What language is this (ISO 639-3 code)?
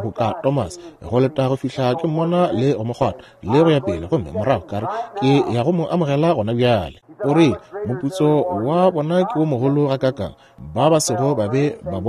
nso